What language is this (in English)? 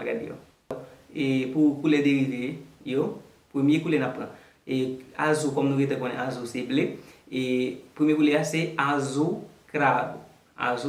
Haitian Creole